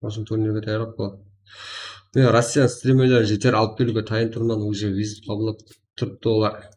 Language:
Kara-Kalpak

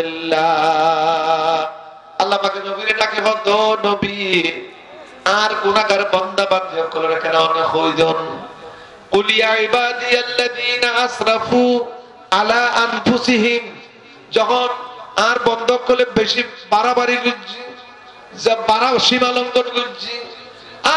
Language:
Rohingya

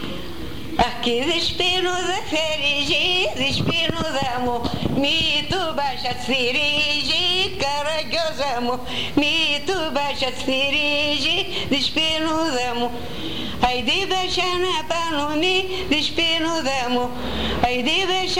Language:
Greek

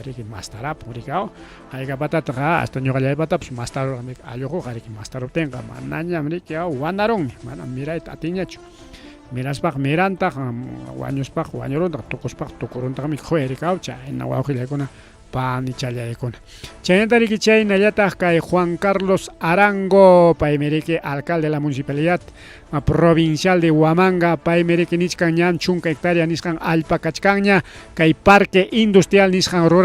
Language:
Ayacucho Quechua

